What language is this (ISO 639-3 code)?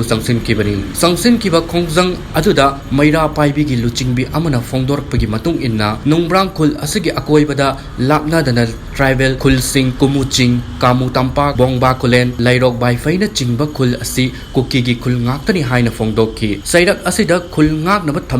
mni